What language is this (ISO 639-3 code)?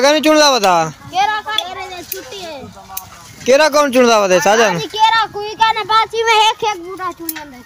skr